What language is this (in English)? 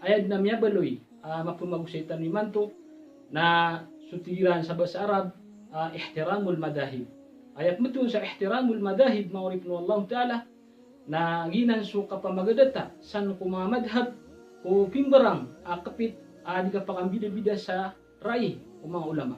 Maranao